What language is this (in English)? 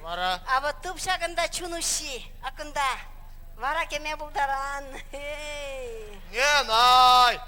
Chuvash